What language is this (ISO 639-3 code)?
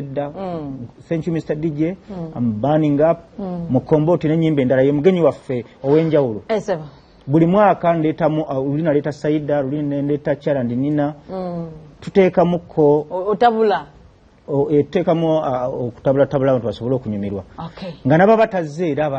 lug